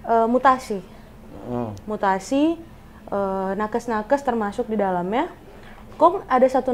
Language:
Manado Malay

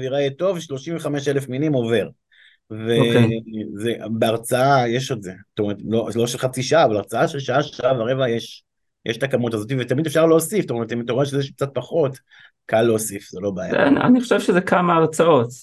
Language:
Hebrew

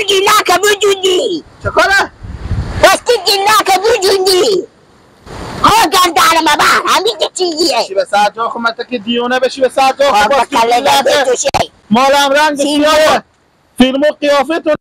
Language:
Persian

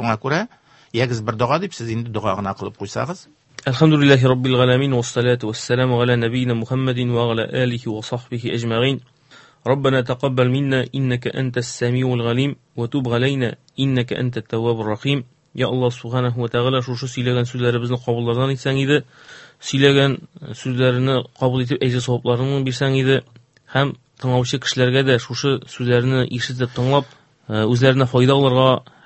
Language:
Tatar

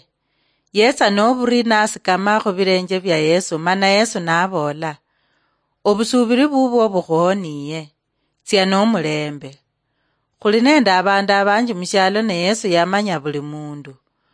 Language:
Luyia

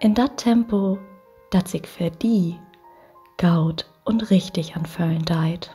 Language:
Low German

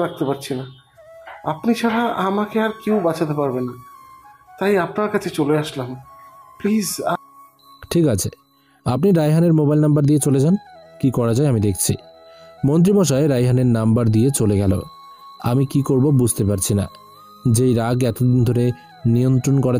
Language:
Bangla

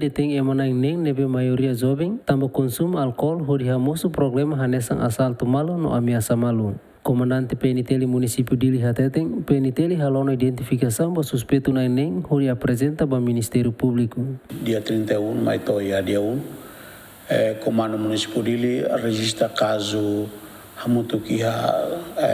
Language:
Tetum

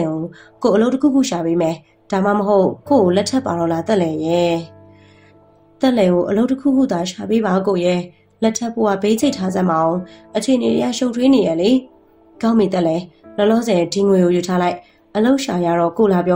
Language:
Burmese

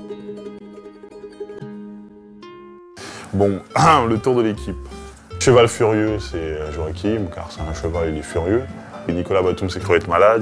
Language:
French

